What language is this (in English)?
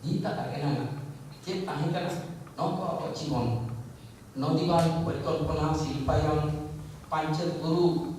Santali